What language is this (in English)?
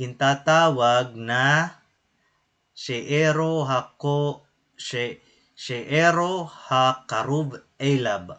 Waray